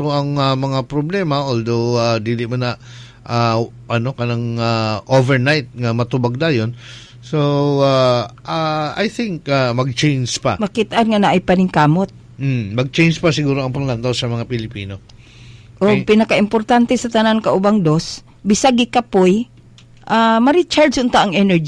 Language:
Cebuano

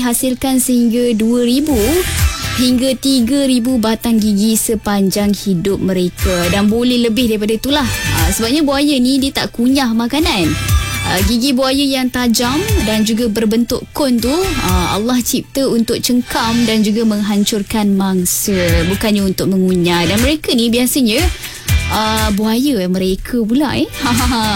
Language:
Malay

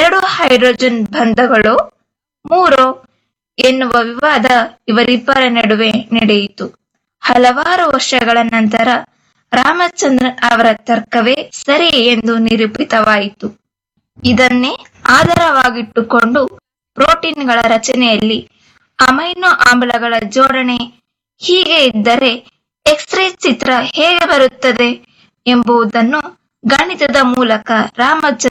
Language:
Kannada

